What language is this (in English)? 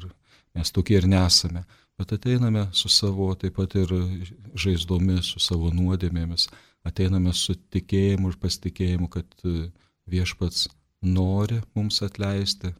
Lithuanian